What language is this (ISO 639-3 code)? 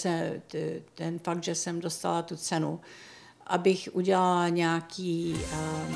ces